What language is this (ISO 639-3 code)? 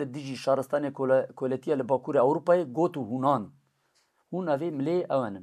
kur